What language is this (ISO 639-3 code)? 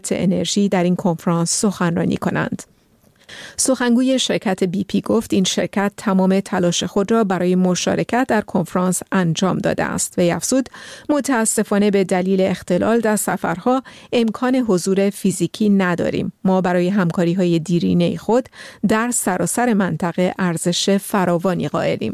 fas